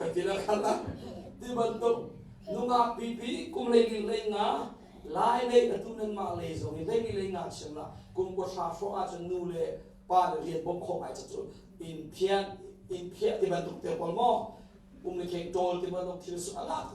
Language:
Hakha Chin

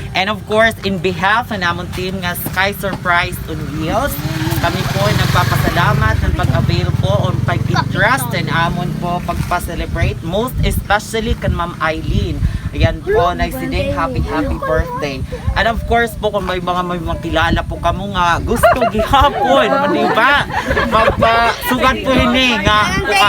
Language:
Waray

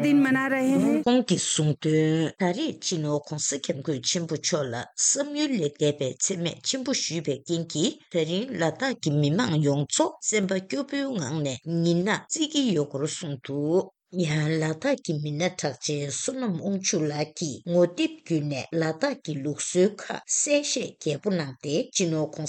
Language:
Tibetan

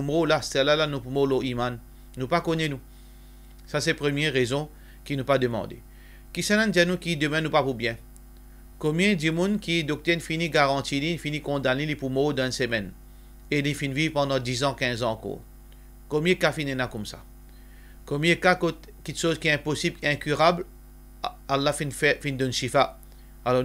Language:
Morisyen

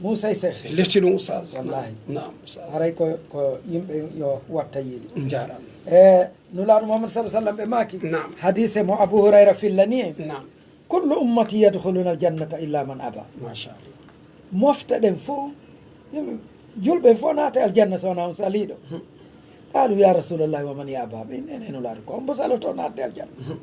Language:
Pular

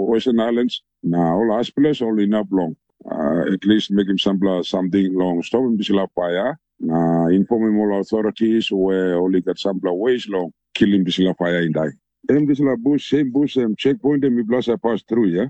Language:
Tok Pisin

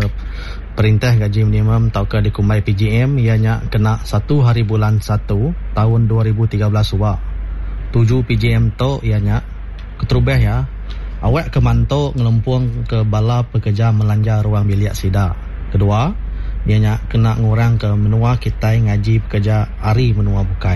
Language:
Iban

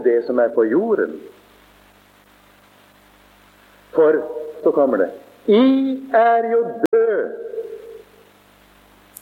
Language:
Norwegian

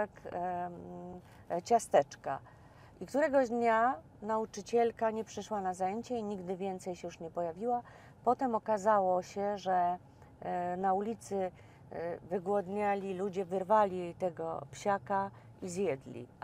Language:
Polish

